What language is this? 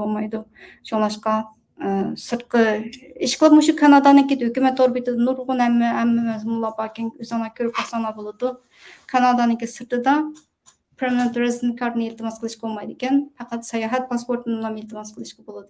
Uyghur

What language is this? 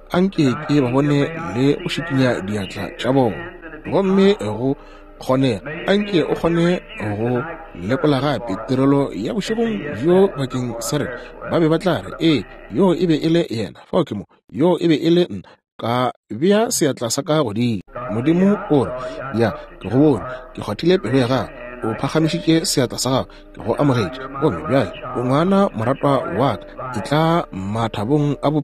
Northern Sotho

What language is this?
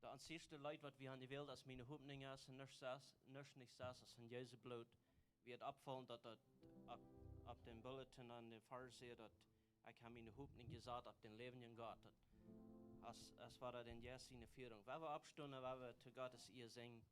Plautdietsch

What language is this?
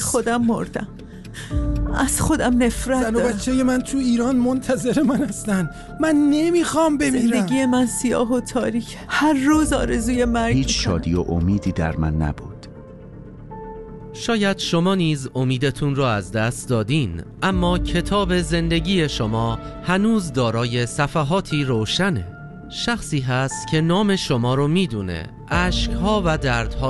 Persian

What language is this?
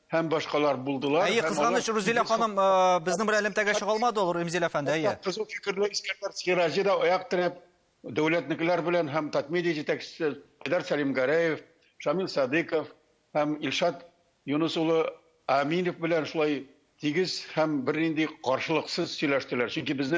Tatar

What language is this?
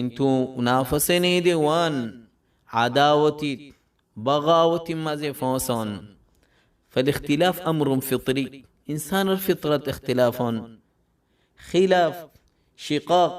Rohingya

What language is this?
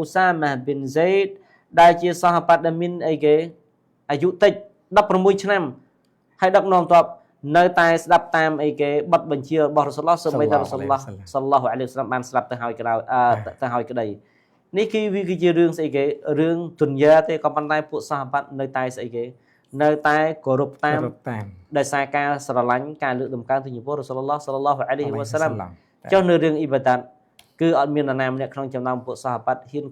Khmer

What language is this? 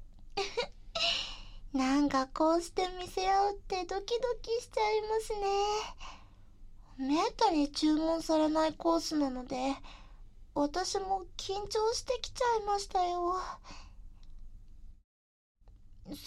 Japanese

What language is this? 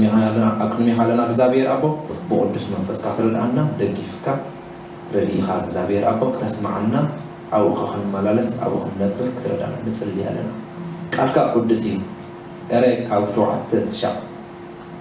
Tigrinya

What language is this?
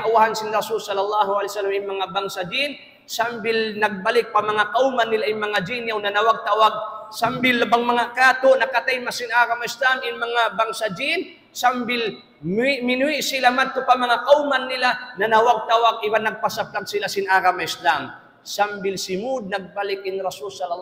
Tausug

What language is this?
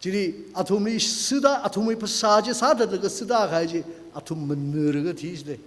Tangkhul Naga (India)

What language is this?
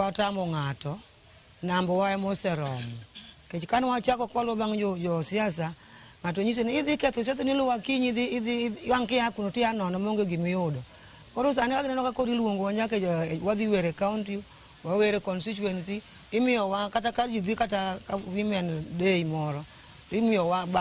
Luo (Kenya and Tanzania)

